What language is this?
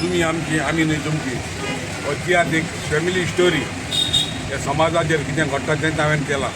Konkani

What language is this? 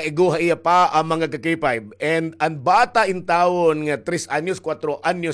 Waray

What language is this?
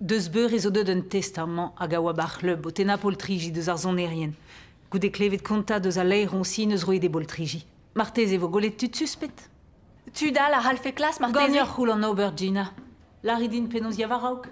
Breton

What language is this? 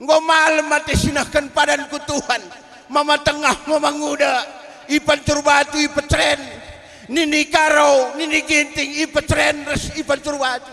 Batak Karo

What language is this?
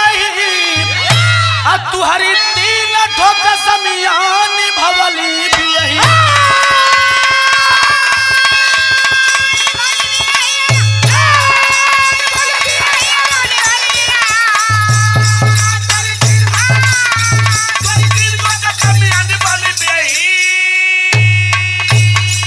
Bhojpuri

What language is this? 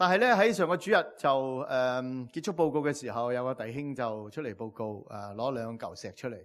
Cantonese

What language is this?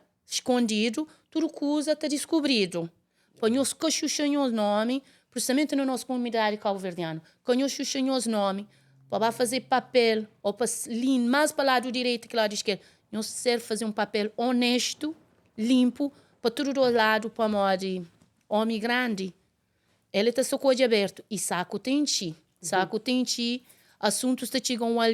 Kabuverdianu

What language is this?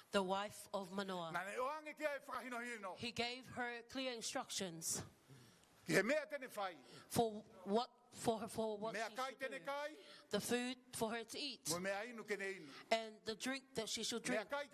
Tongan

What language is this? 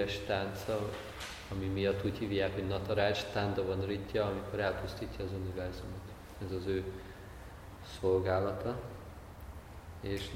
Hungarian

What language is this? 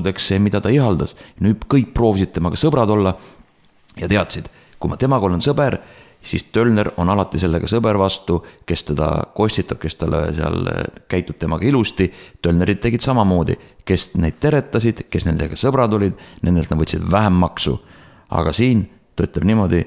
Estonian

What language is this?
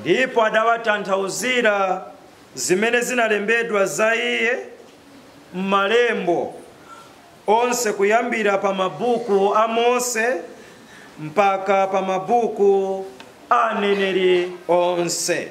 Nyanja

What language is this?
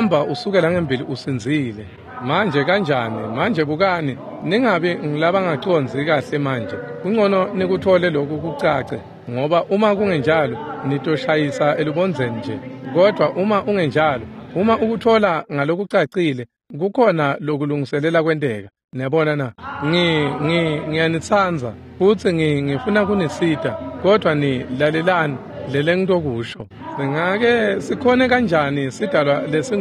Swati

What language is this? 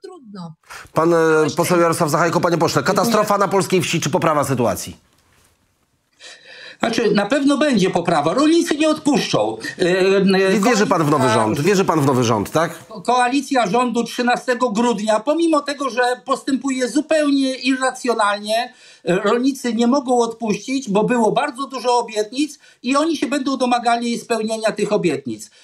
Polish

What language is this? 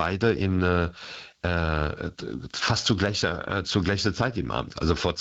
German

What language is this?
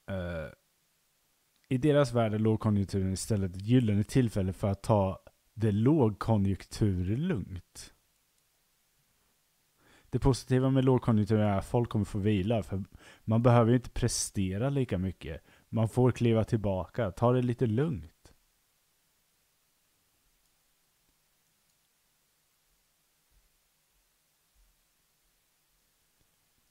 Swedish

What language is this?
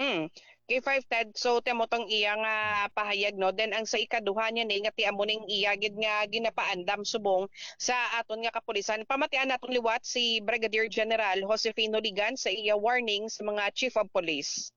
Hiligaynon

